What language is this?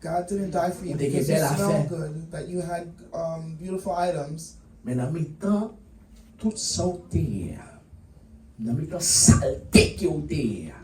Haitian Creole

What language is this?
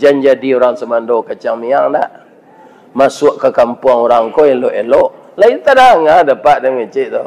Minangkabau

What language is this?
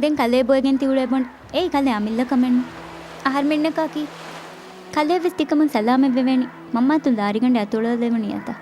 Divehi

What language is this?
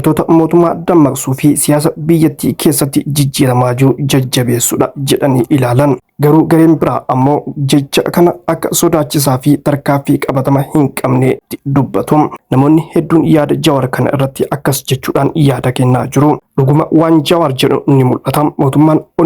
Oromo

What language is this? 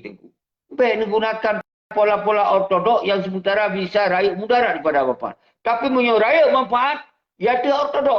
Achinese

